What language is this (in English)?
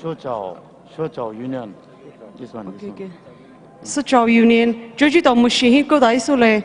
Poumei Naga